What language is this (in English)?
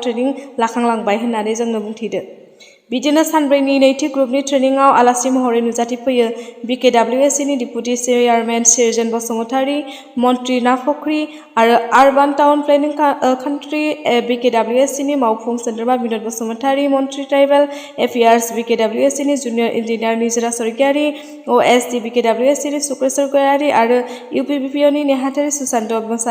Bodo